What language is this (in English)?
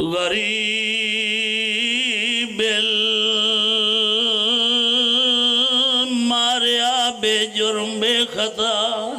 Pahari-Potwari